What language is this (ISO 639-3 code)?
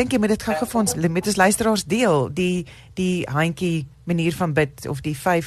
afr